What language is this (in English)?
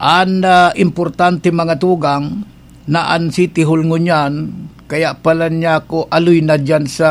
Bikol